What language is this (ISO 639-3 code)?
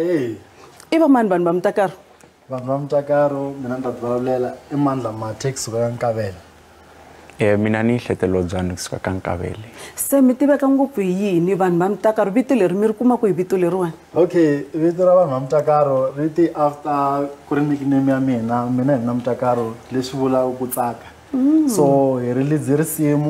tso